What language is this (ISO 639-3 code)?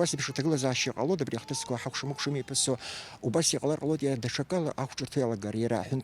abk